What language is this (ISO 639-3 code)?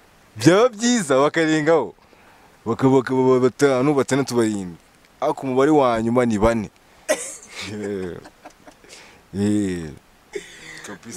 kin